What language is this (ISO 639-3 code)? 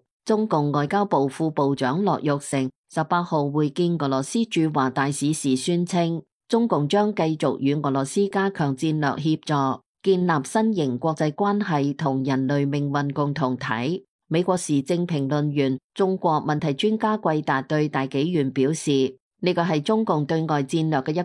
yue